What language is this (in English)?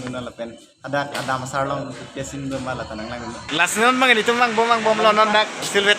Karbi